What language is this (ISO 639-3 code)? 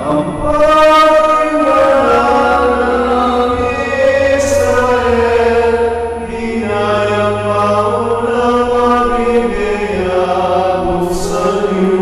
pam